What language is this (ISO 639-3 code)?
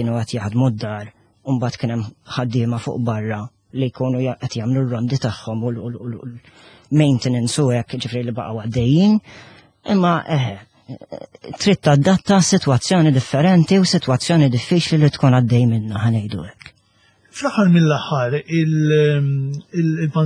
mlt